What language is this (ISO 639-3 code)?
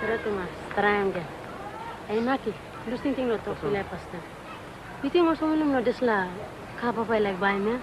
tpi